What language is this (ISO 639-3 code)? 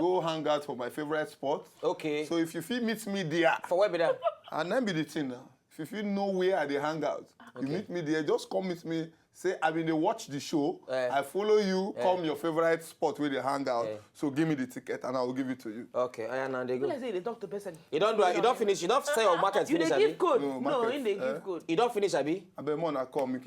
pcm